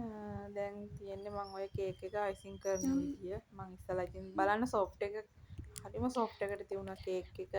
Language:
Sinhala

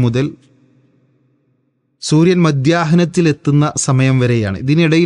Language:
Malayalam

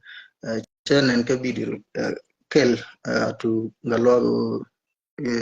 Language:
Nuer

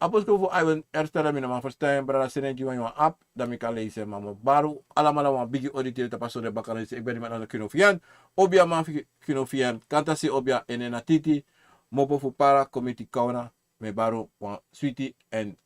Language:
Sranan Tongo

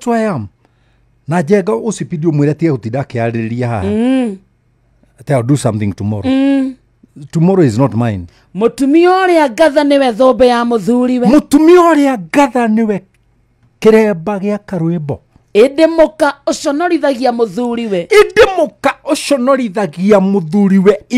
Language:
Kikuyu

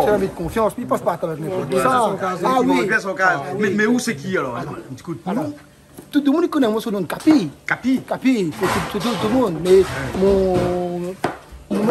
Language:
Réunion Creole French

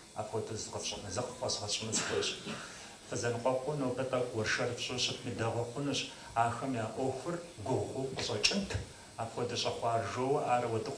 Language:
Kabardian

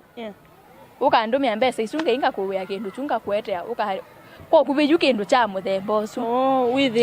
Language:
Kamba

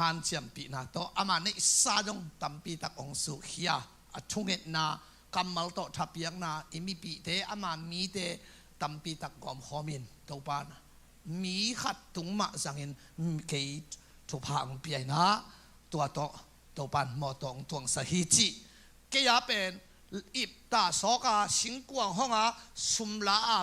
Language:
Tedim Chin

